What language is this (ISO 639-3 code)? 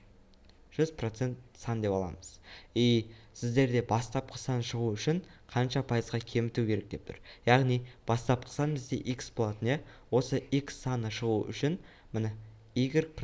kaz